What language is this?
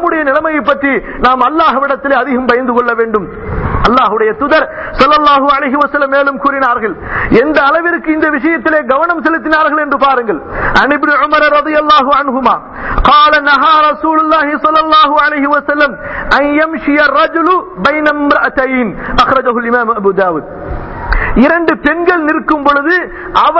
Tamil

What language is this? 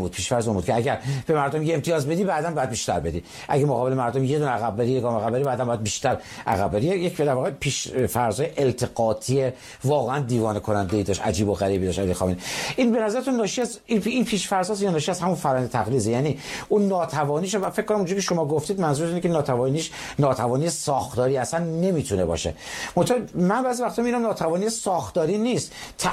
Persian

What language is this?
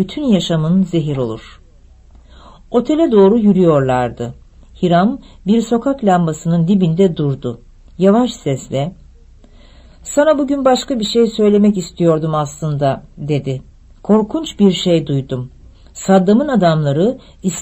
Turkish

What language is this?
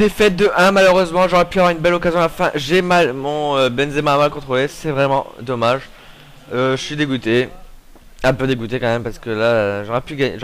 French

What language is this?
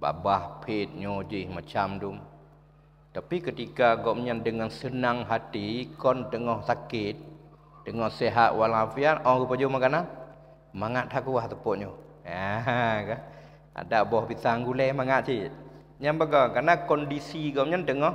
Achinese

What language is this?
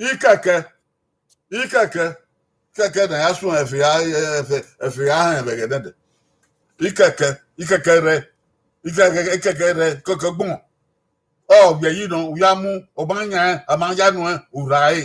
Bini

